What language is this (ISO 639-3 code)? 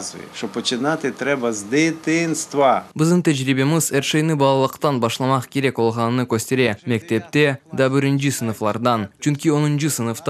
crh